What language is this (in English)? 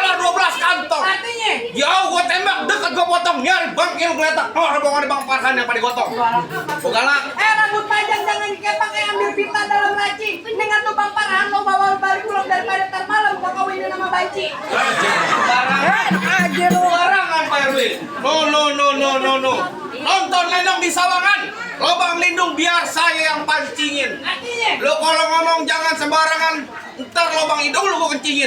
Betawi